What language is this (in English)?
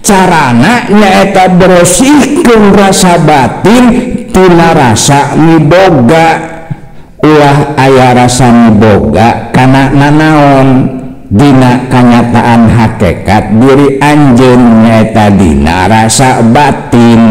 Sundanese